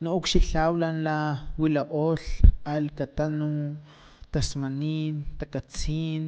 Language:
Highland Totonac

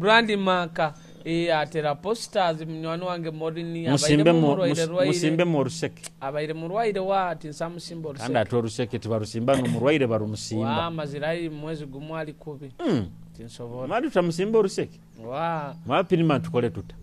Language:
Nyoro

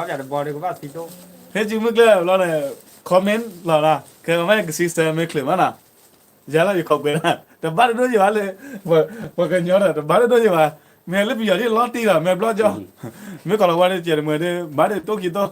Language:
S'gaw Karen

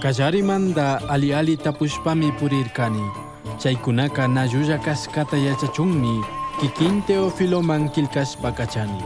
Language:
Chimborazo Highland Quichua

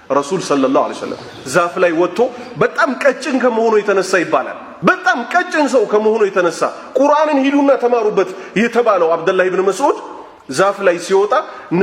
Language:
Amharic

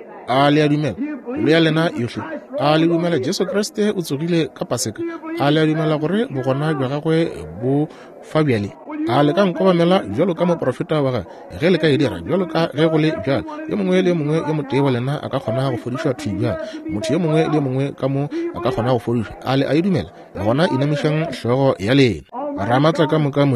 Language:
Northern Sotho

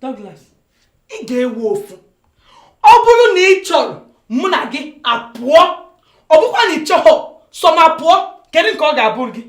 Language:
Igbo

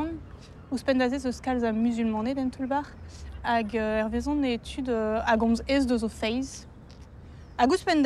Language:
Breton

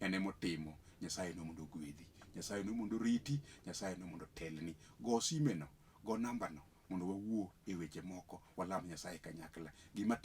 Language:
Luo (Kenya and Tanzania)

